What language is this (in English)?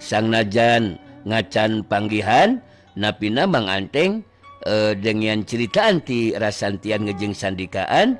Sundanese